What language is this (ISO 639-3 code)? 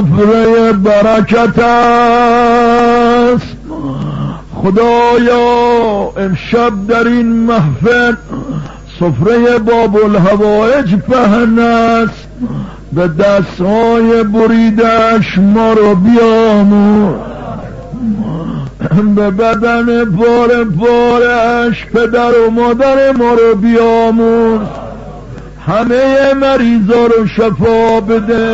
fas